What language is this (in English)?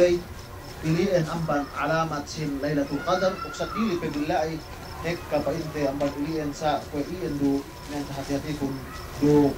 Yakan